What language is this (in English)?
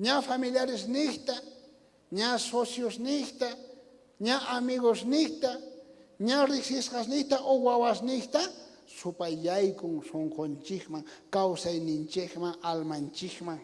South Bolivian Quechua